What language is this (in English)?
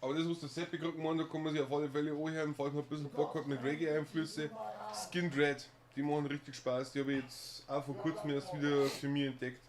Bavarian